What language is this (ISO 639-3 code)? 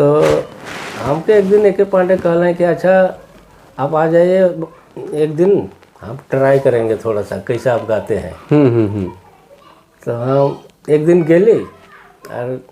sck